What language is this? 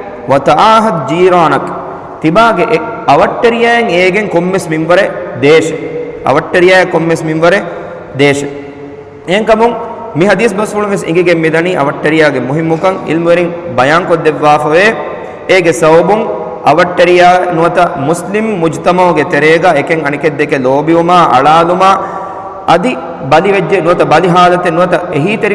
Divehi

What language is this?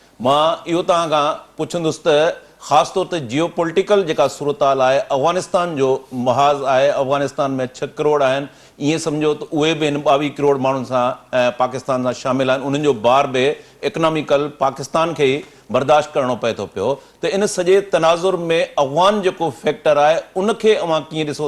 Sindhi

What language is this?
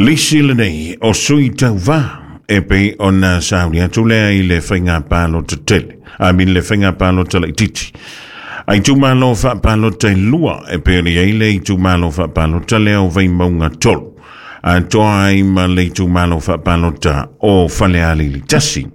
Samoan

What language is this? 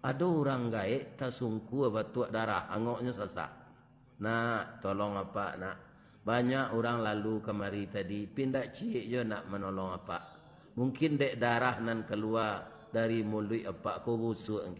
Minangkabau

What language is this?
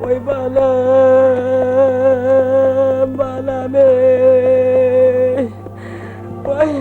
Turkmen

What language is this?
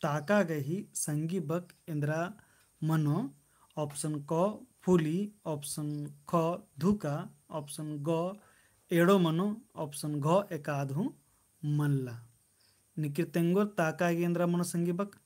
Kurukh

